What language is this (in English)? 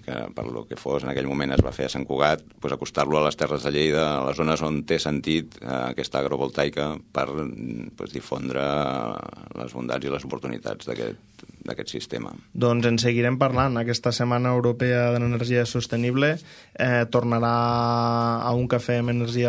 Catalan